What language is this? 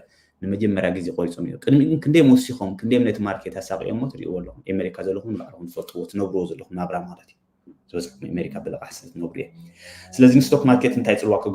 Tigrinya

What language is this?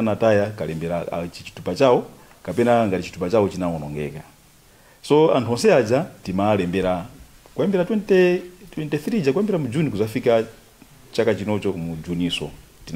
Nyanja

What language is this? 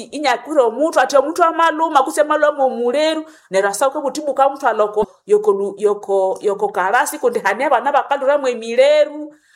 Nande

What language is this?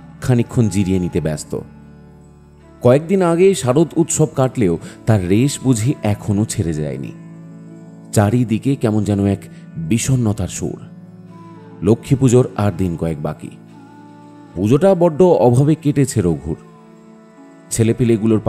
Bangla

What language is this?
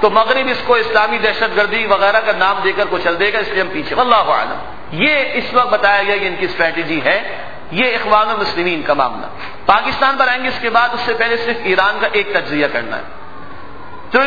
Urdu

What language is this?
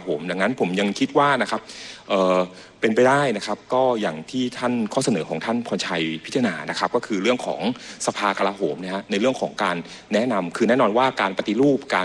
Thai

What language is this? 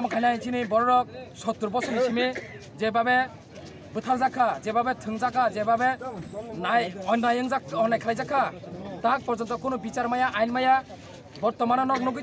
Kok Borok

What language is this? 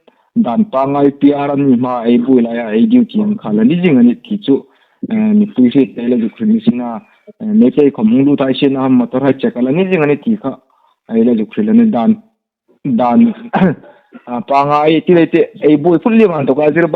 Hmar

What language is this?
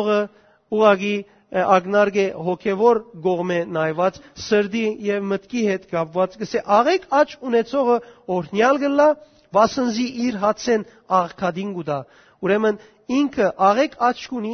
Western Armenian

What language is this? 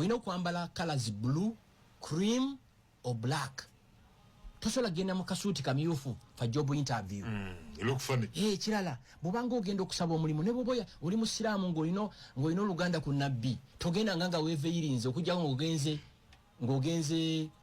Ganda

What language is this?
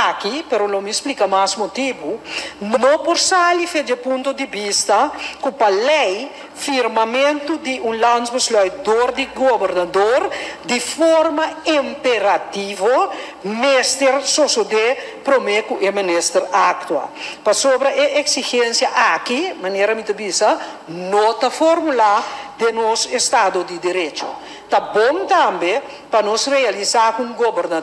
Papiamento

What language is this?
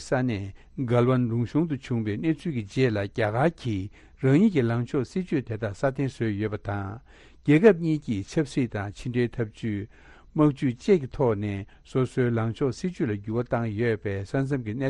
Tibetan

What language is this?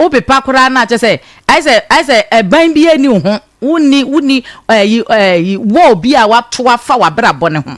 Akan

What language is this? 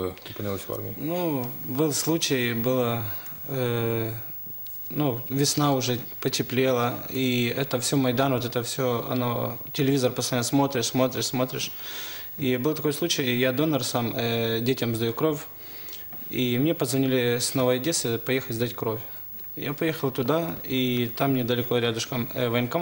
Ukrainian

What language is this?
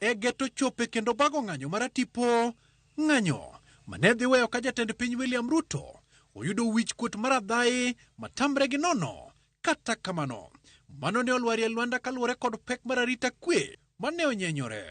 Luo (Kenya and Tanzania)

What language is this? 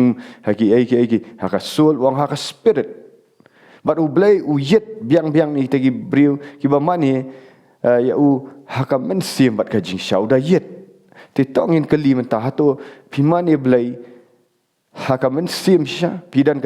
Khasi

